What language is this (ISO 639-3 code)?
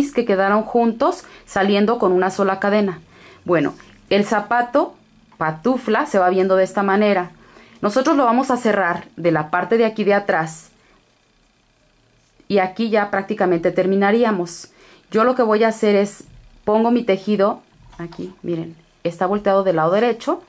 spa